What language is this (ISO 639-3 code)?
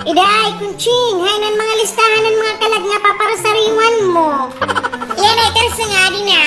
war